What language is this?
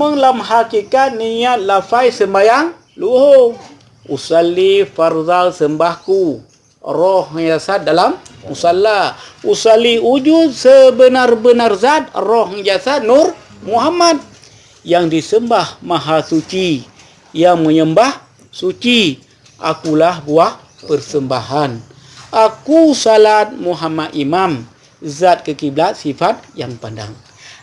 Achinese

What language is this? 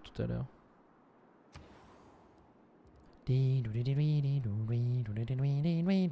French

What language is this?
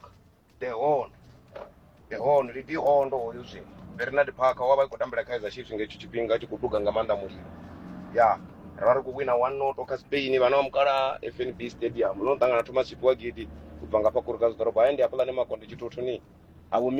Venda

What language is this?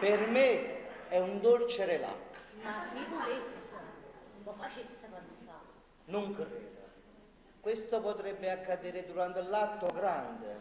Neapolitan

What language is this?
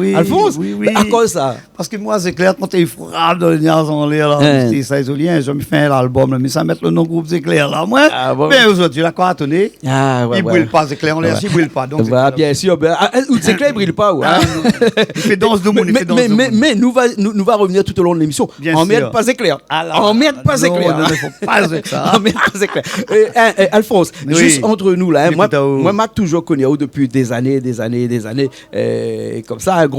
Réunion Creole French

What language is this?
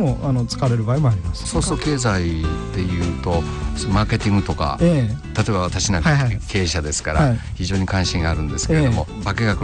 Japanese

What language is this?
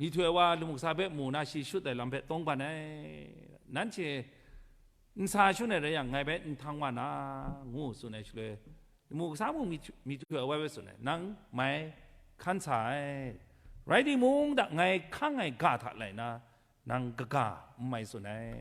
Kachin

